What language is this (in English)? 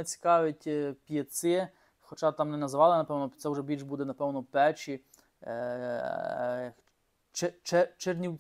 Ukrainian